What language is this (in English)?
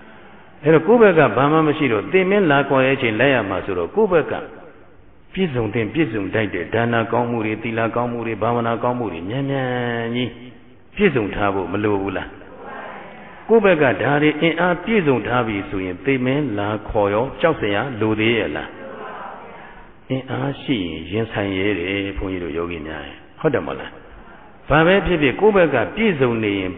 Burmese